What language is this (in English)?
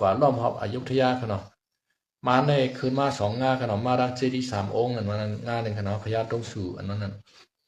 Shan